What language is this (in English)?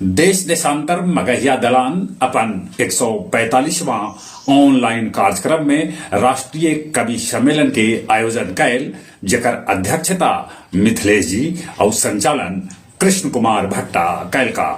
Magahi